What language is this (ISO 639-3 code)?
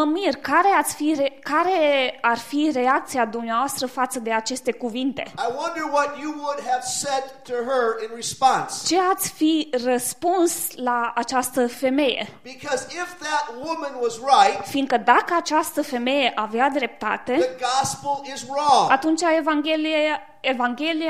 ron